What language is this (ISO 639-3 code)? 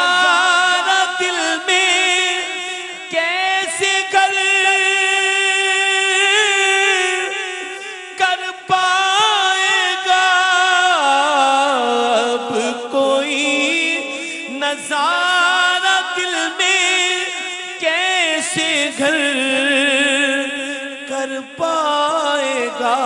urd